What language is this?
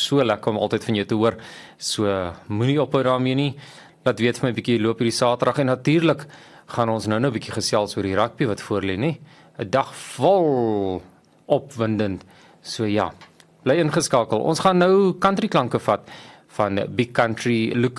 Afrikaans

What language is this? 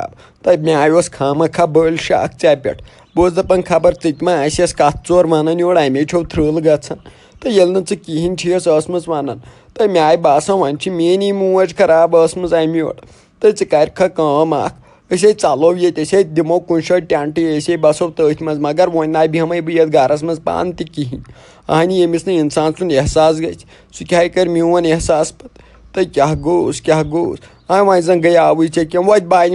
Kashmiri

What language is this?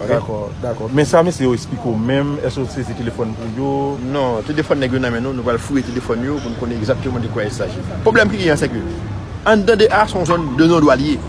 Haitian Creole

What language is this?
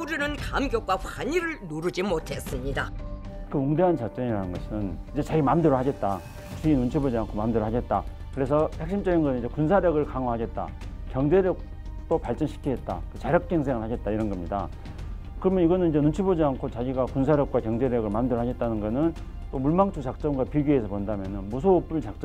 Korean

